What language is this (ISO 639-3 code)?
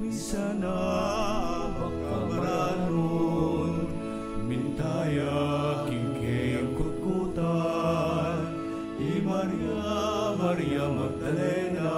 pam